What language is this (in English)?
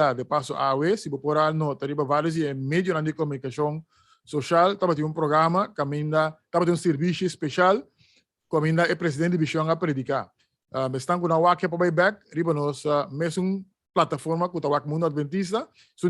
Papiamento